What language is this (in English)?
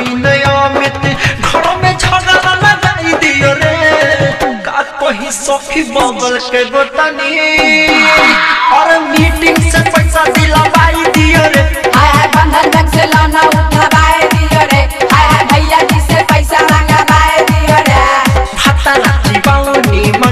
Bhojpuri